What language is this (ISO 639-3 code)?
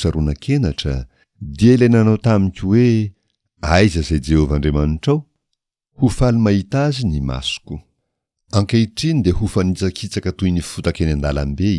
mlg